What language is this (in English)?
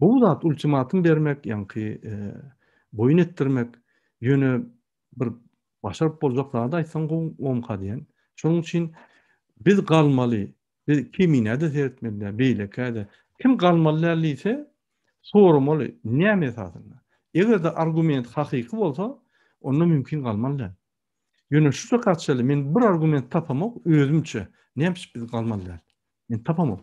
Turkmen